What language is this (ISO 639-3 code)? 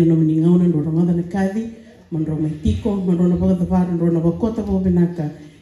fij